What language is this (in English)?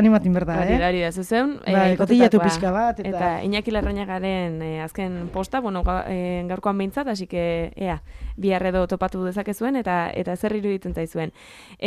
Basque